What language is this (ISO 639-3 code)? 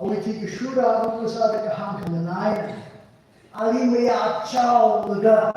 nmf